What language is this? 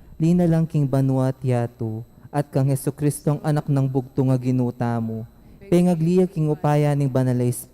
Pampanga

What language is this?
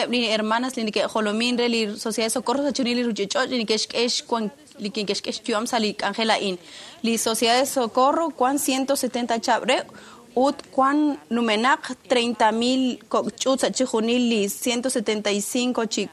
Kekchí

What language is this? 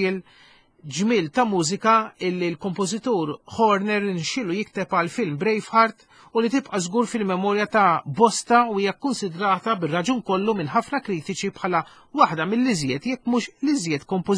Maltese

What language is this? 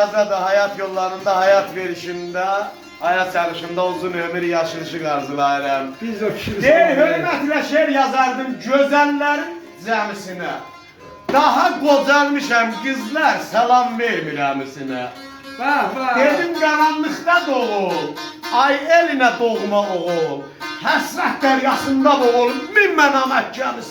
South Azerbaijani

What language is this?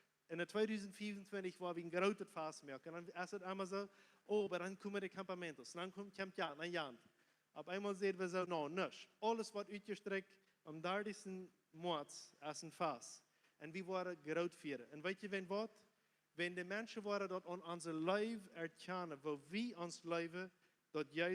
Plautdietsch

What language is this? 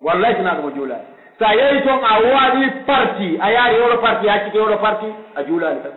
Pular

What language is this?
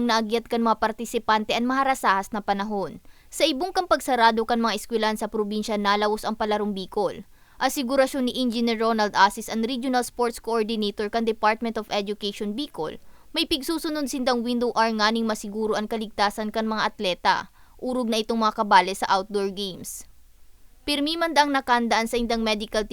Bikol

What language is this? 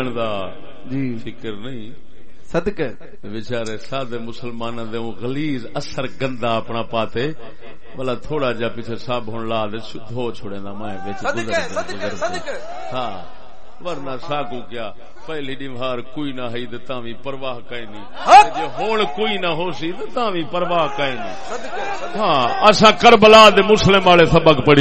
Saraiki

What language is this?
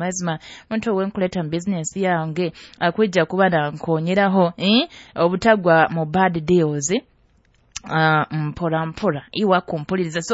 Nyoro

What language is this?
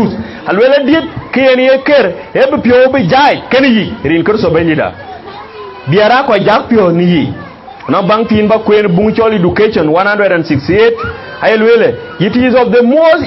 Dinka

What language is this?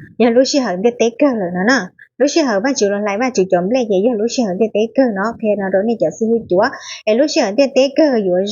Hmong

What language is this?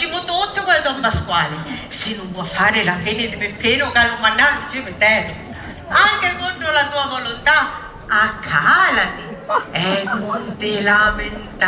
Sicilian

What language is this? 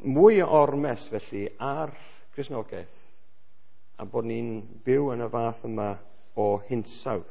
Welsh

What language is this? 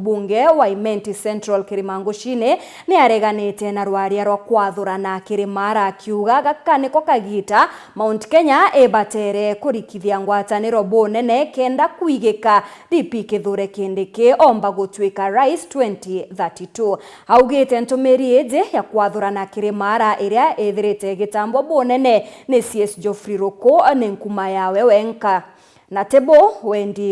Meru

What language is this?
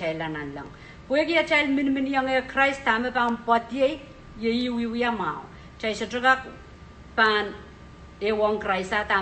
Pohnpeian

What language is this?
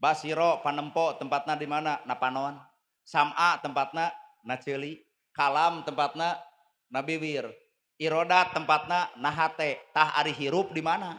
Sundanese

